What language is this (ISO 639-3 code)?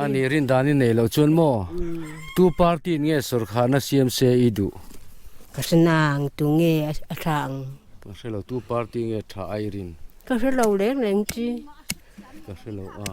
lus